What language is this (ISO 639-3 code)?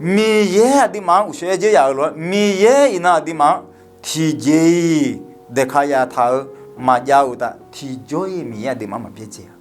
ahk